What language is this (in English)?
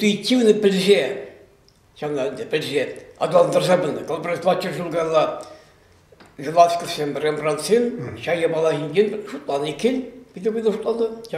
Chuvash